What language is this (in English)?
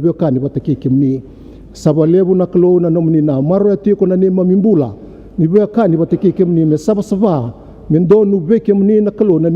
Fijian